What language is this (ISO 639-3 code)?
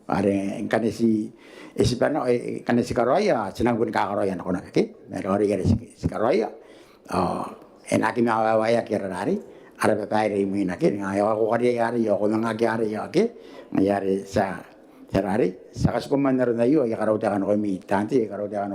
gil